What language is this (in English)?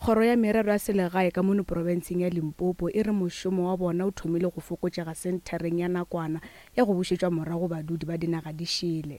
Northern Sotho